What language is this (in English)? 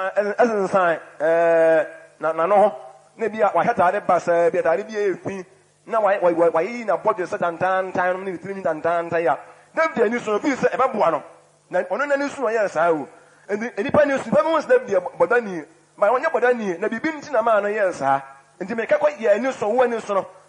Akan